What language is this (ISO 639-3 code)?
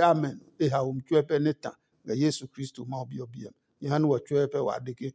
ada